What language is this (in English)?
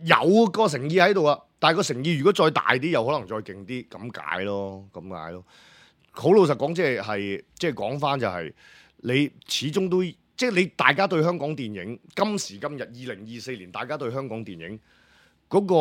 Cantonese